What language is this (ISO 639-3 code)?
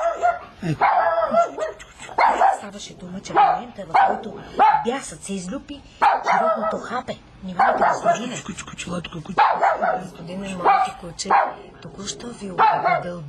bul